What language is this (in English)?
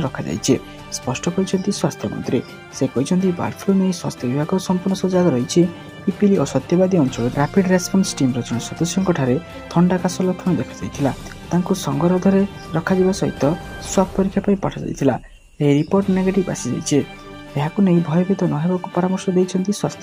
Odia